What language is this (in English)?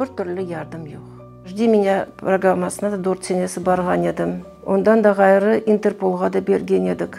Crimean Tatar